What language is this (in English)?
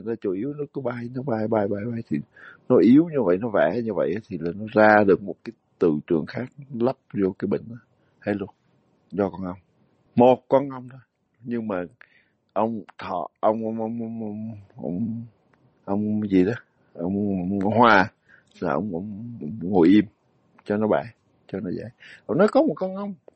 Vietnamese